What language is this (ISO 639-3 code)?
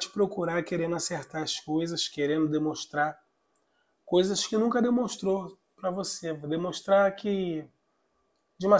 por